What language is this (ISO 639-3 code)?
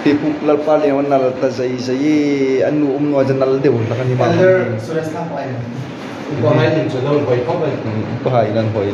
hmr